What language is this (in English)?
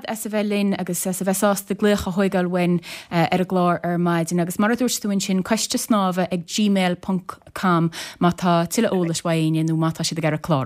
Irish